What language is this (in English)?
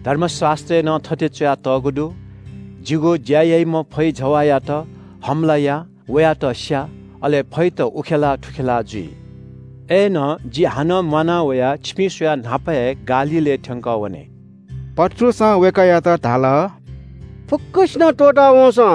Newari